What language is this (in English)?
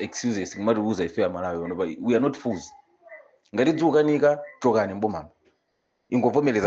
Nyanja